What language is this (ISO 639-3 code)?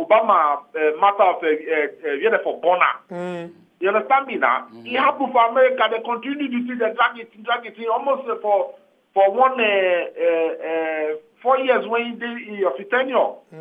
pcm